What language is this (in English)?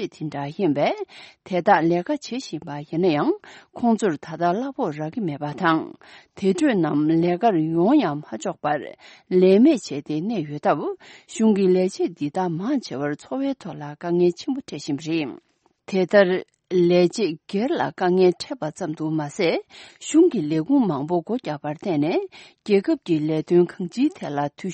Tibetan